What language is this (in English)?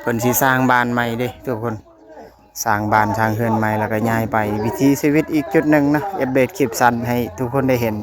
Lao